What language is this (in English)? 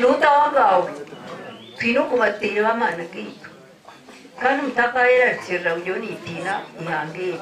Shona